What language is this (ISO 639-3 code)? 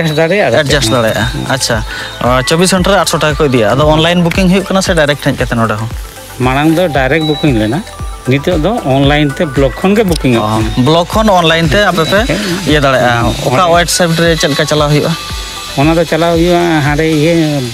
sat